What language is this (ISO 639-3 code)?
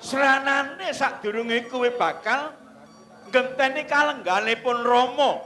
jav